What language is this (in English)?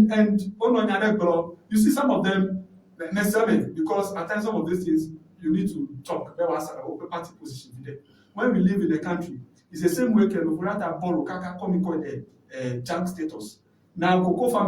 Ewe